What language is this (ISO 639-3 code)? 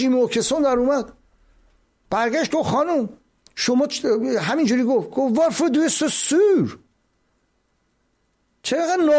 fas